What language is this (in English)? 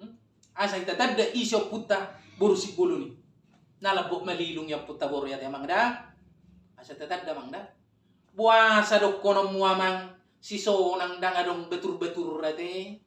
Batak Toba